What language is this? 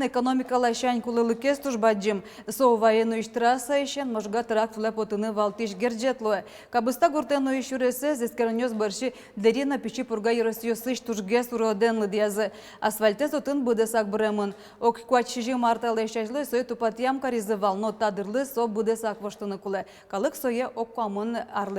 Udmurt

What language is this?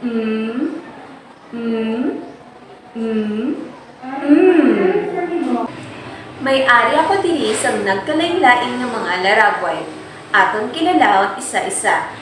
Hiligaynon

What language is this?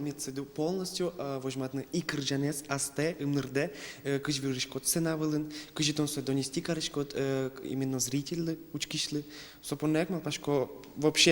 Udmurt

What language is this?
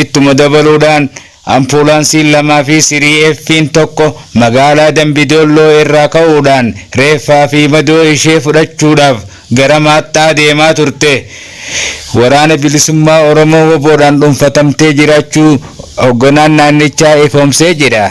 Oromo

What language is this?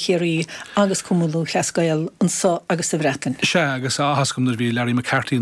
Irish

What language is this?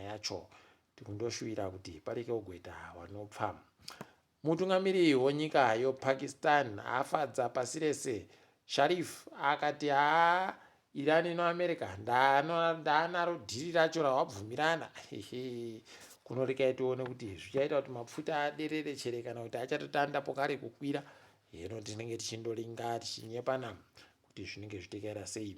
Ndau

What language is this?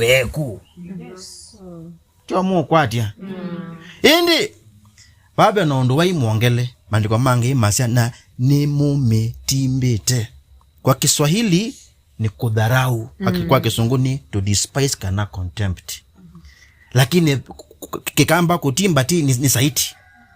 Kamba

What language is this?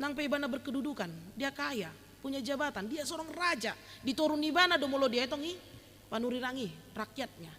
Batak Toba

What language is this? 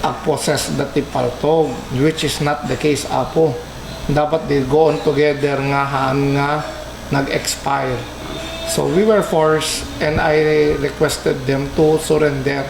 Iloko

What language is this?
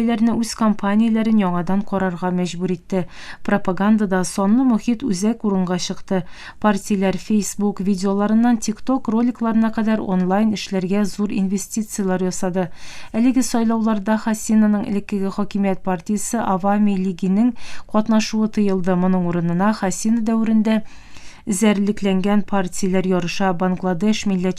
Tatar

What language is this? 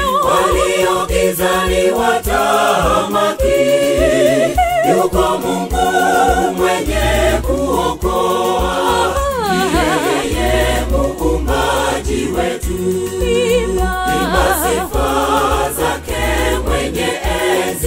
Swahili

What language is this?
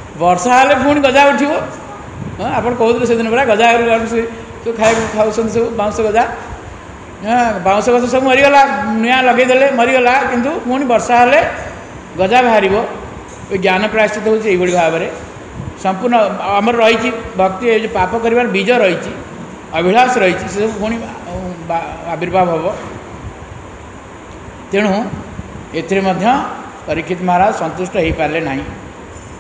Odia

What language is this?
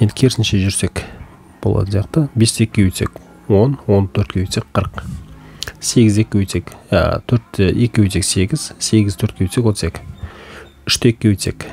Kazakh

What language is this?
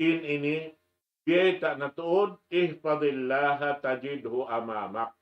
Tausug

